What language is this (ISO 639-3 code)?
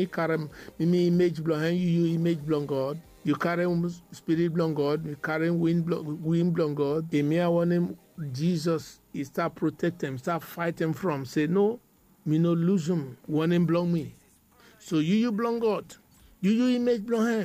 bis